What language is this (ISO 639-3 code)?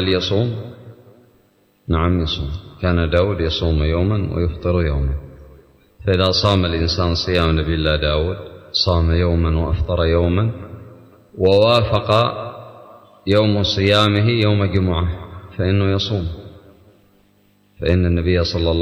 ara